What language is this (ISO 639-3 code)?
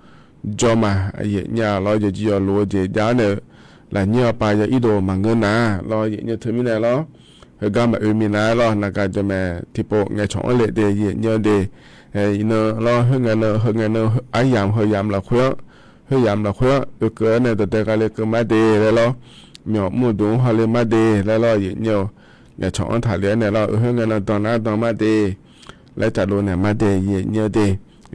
ahk